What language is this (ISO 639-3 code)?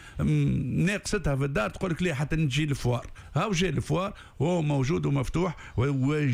aeb